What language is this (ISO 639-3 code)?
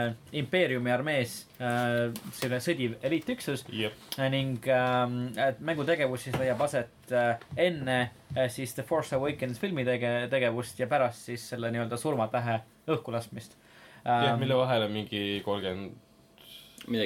est